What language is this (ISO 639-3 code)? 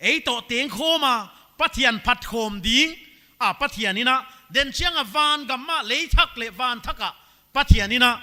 pck